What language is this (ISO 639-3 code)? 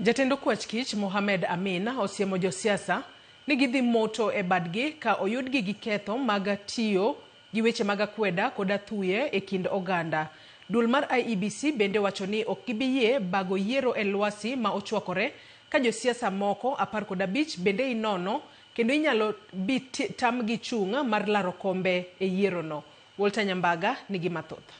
luo